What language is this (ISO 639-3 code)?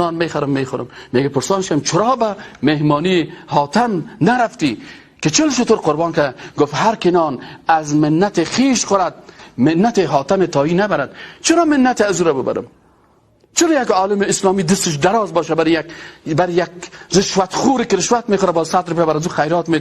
fas